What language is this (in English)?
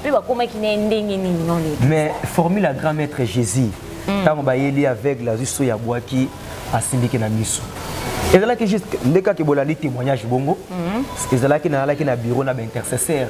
Lingala